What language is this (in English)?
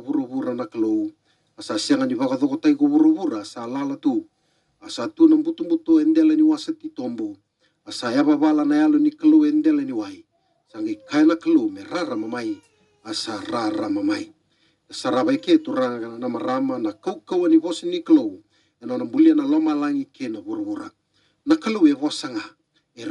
Fijian